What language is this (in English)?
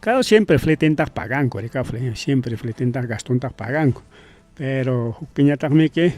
Ayacucho Quechua